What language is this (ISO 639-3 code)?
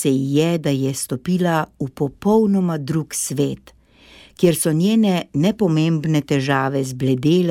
slv